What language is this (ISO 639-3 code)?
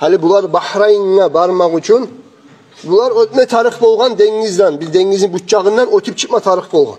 kum